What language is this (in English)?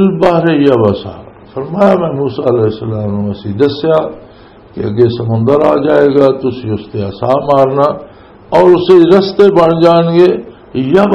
Western Panjabi